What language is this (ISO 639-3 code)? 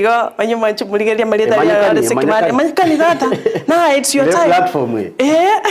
guz